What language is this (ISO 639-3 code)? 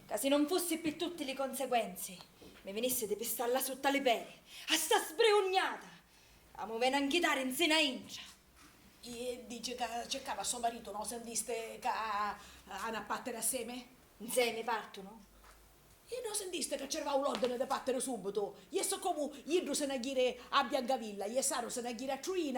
scn